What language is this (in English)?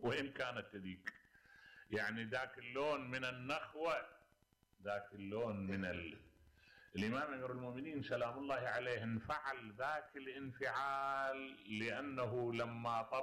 Mesopotamian Arabic